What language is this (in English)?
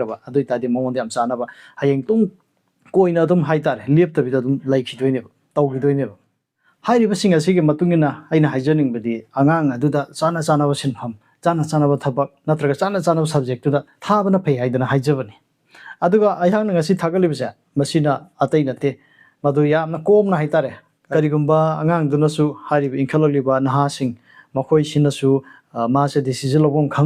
Manipuri